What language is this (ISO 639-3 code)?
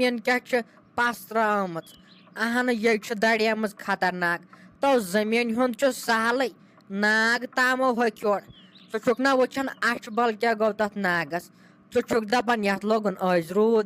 kas